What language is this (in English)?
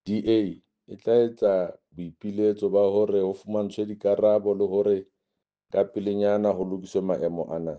Southern Sotho